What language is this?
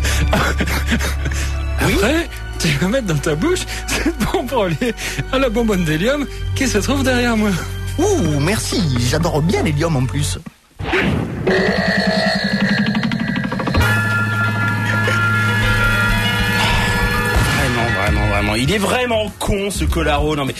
French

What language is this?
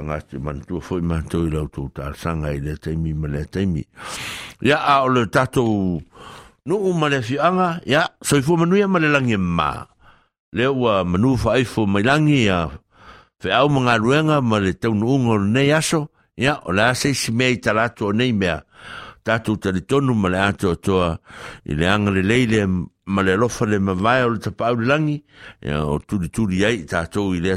Samoan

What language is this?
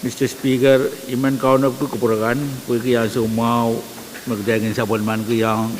Pohnpeian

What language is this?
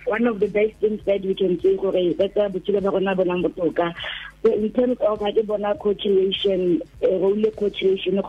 Tswana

